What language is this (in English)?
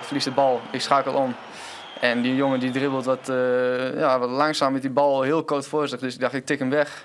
Western Frisian